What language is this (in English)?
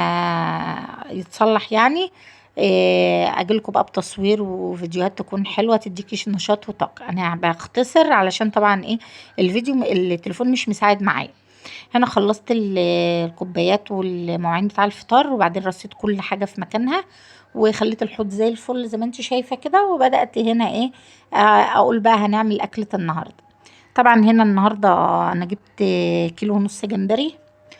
Egyptian Arabic